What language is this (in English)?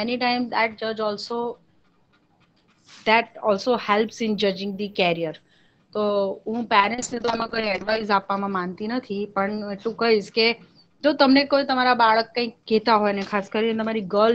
Gujarati